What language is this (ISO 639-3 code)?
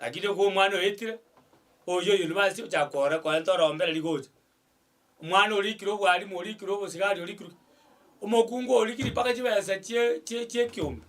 guz